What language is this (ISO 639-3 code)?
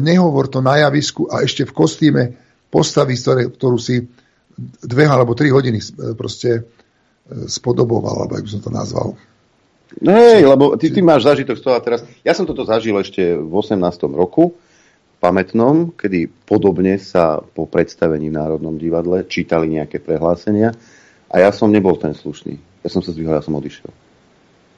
slk